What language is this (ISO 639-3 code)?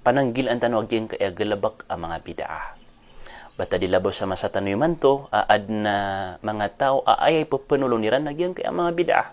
mrw